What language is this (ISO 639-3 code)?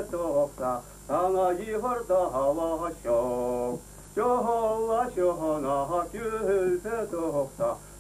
chv